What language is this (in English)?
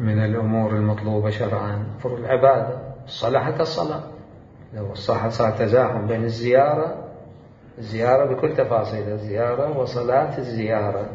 Mesopotamian Arabic